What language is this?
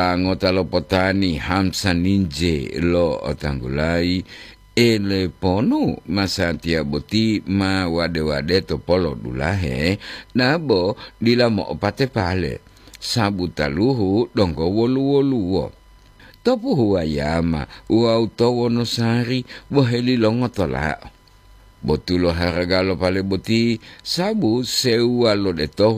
Gorontalo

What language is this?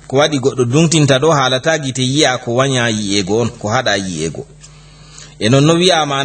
Fula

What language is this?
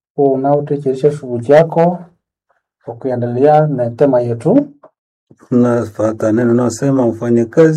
Swahili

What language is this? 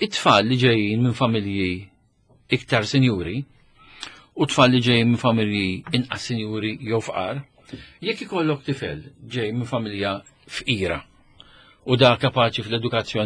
Maltese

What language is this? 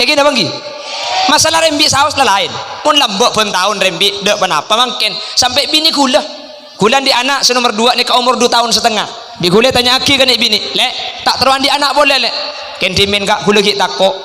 Madurese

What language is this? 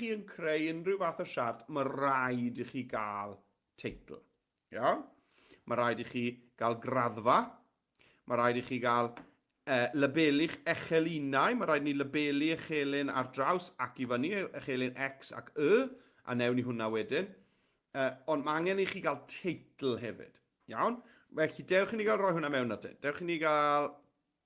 Welsh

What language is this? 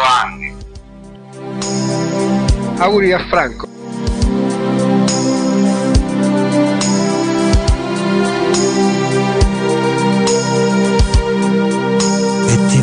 Italian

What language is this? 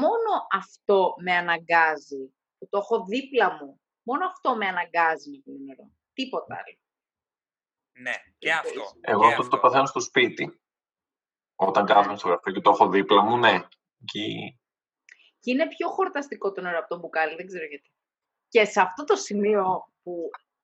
Greek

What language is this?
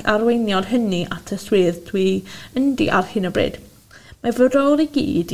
Welsh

